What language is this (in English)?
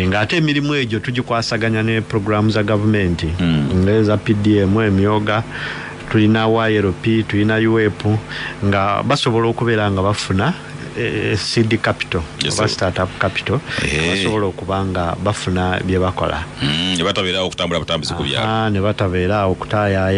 Ganda